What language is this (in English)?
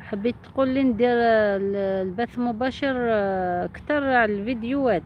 Algerian Arabic